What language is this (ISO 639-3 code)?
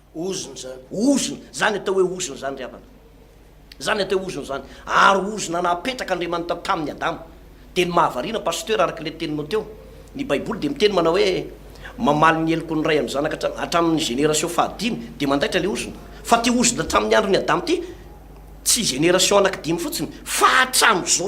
mlg